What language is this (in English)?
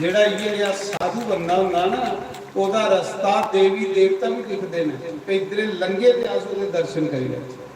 Dogri